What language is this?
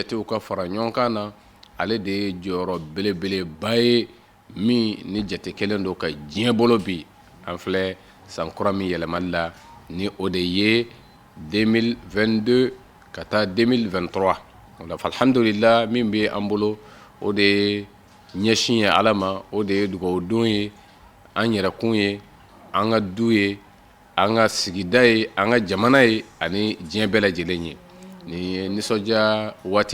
Bambara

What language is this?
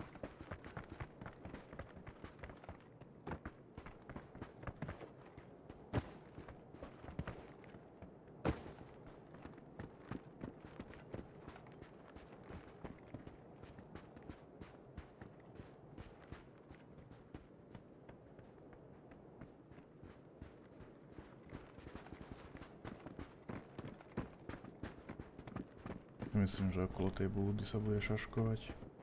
Slovak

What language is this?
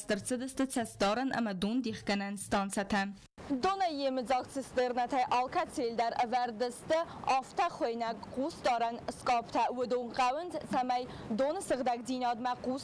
Ossetic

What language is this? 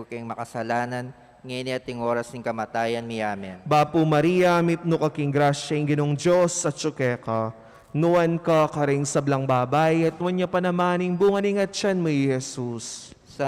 Pampanga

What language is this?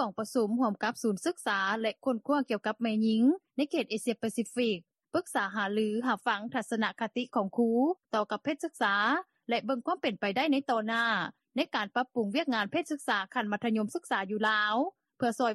Lao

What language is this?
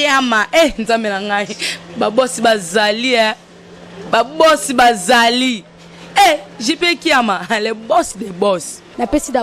Lingala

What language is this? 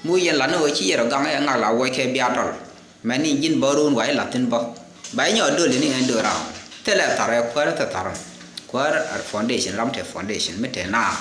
Nuer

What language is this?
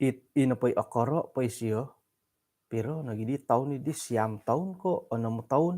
Central Dusun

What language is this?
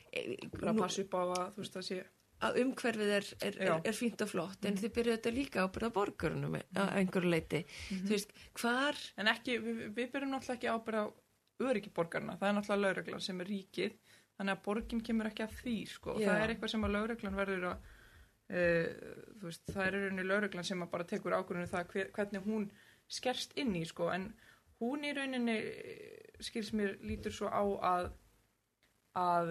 Icelandic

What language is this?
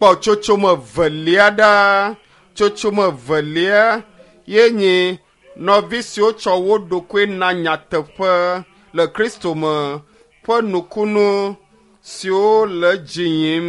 Ewe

